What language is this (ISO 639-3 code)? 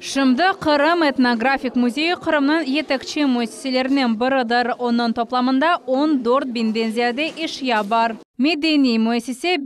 crh